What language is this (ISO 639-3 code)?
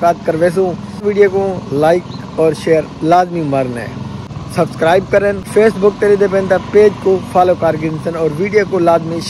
skr